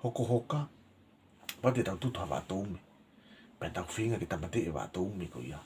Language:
Tongan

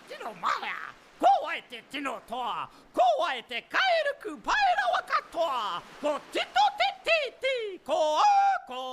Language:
Māori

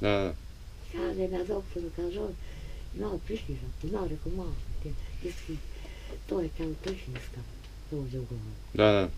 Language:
Bosnian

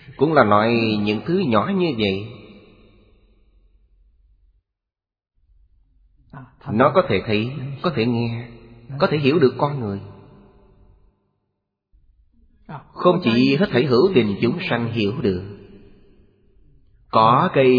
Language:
Vietnamese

